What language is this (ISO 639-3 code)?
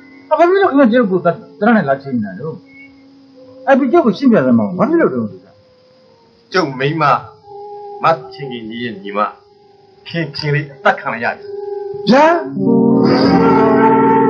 mya